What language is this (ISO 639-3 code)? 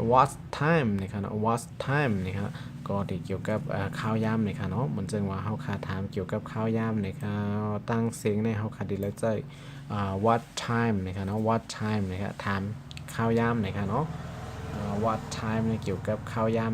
shn